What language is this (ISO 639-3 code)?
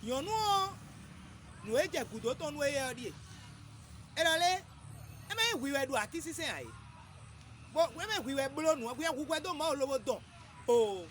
fon